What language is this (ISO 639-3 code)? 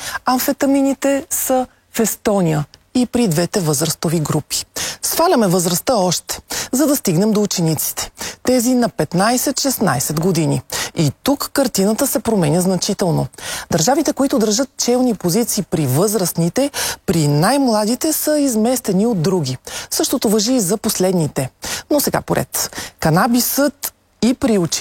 bul